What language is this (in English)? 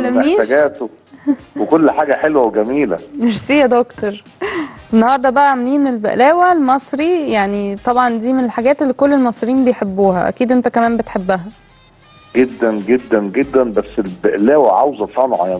Egyptian Arabic